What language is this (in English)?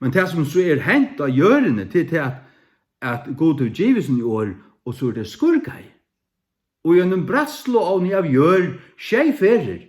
Faroese